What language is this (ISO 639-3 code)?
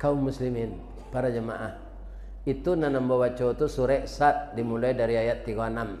min